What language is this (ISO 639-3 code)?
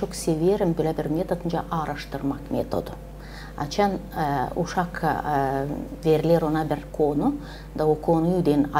gag